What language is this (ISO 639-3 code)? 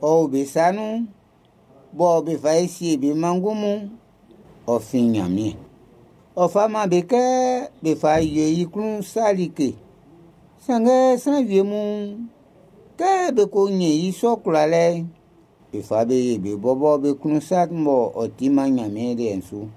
bci